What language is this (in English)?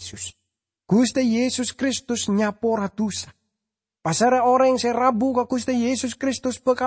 Madurese